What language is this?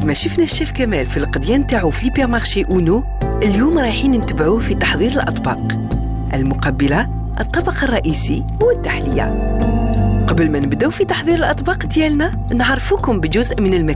Algerian Arabic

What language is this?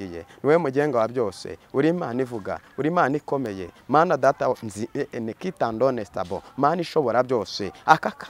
Kinyarwanda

